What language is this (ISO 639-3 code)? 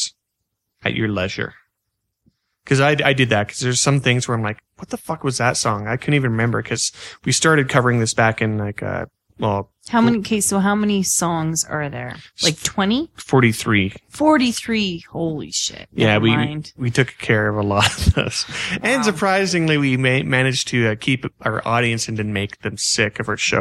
eng